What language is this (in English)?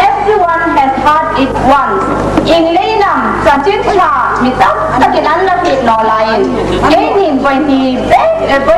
Hmar